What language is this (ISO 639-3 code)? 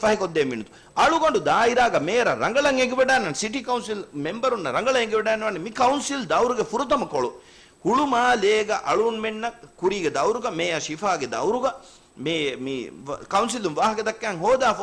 div